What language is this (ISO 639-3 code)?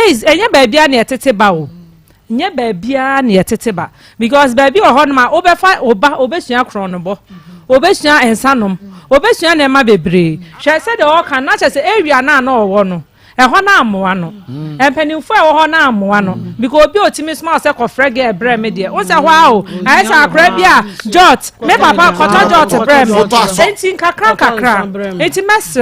aka